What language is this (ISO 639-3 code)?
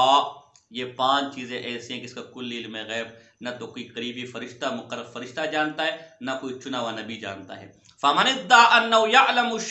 urd